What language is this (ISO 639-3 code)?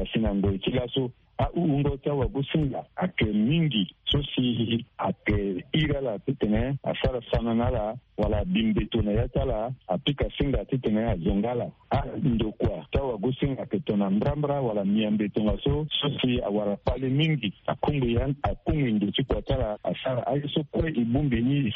sag